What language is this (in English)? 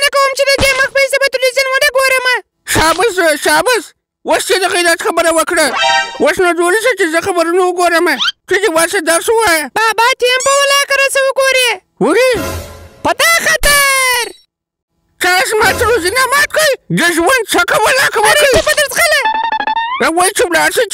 Pashto